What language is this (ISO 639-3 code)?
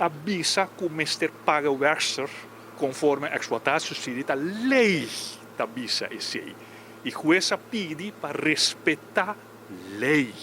pap